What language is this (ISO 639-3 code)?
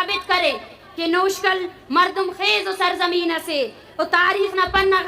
bgp